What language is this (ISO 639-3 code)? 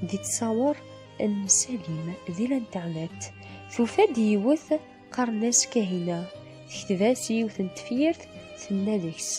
kab